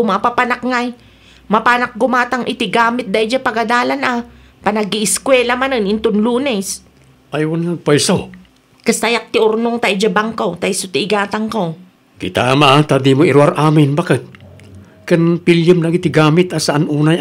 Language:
Iloko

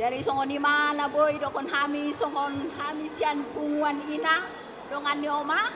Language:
Batak Toba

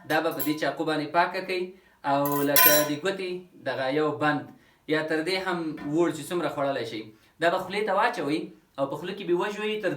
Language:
Pashto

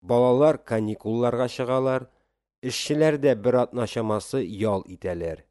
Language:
Tatar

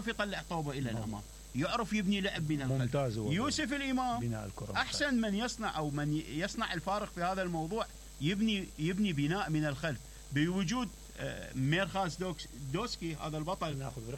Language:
Mesopotamian Arabic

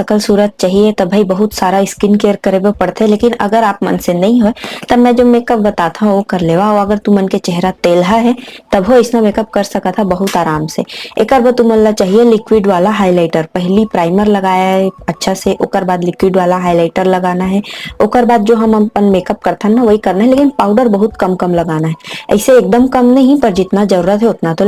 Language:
Chhattisgarhi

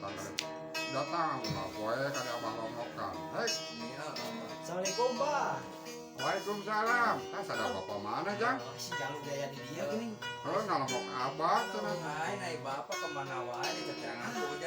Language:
Sundanese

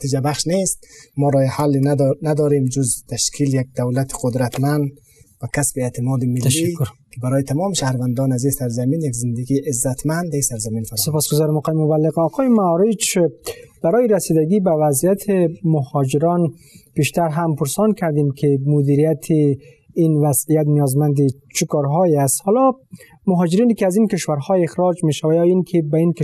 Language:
Persian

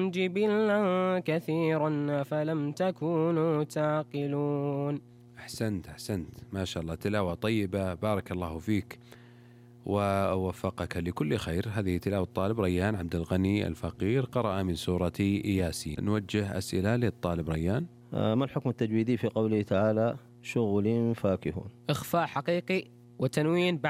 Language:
Najdi Arabic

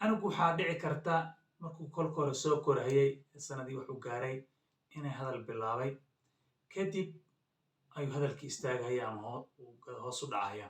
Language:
Somali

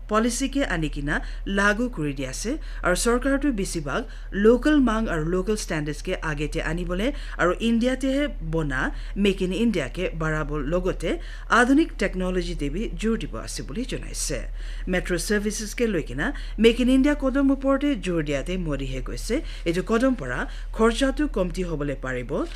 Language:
Naga Pidgin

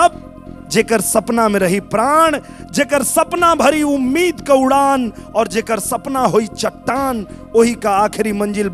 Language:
Bhojpuri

